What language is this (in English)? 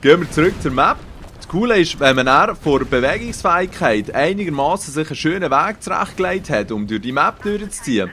Swiss German